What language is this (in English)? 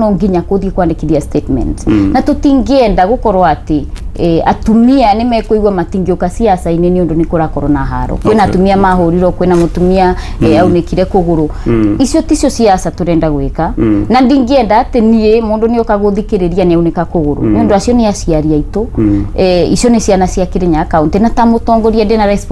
Kikuyu